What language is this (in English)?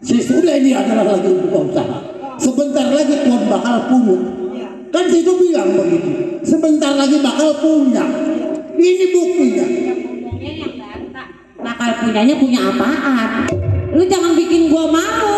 Betawi